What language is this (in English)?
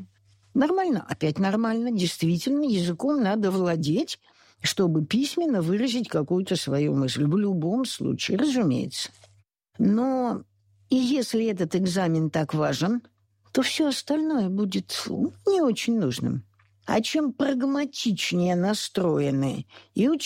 Russian